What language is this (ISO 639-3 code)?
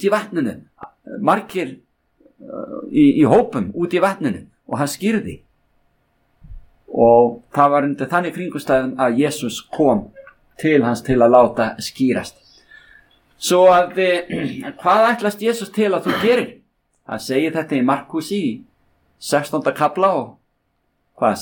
isl